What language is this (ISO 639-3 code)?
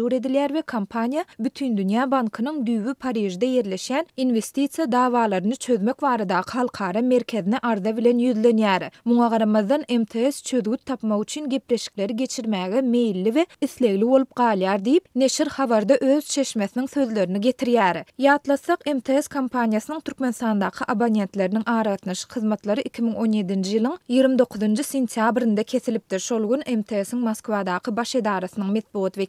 tuk